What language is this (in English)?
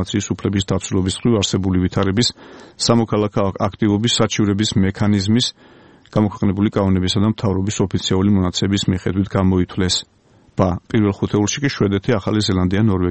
Georgian